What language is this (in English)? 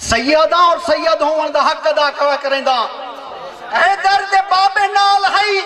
Saraiki